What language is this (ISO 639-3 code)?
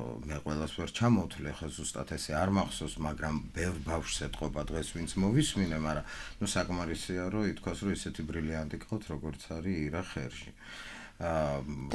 kat